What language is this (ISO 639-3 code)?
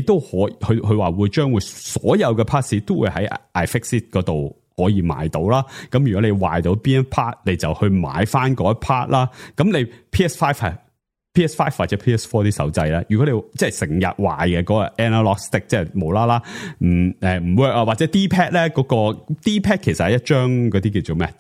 yue